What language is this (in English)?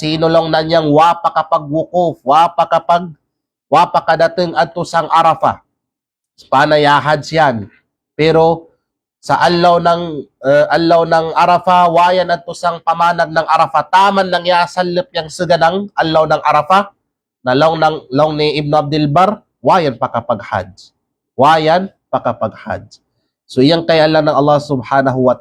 Kalagan